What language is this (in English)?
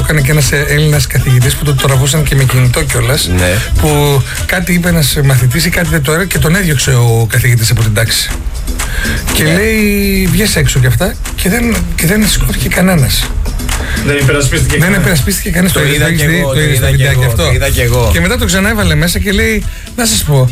Greek